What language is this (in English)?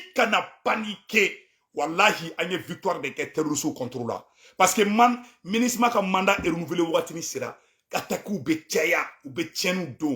Bambara